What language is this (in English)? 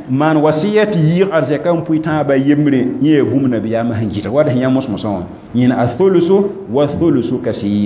Mossi